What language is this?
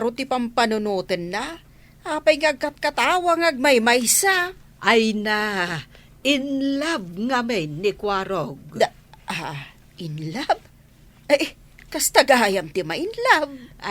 Iloko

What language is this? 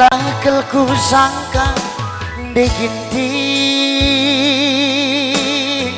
Batak Karo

